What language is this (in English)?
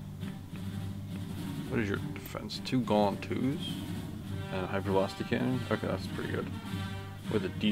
English